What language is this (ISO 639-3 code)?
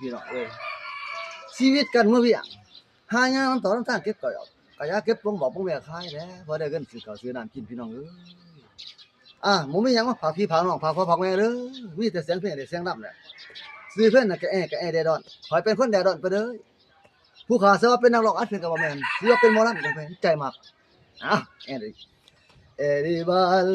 lao